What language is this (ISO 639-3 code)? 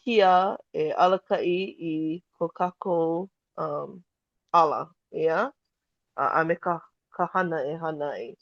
haw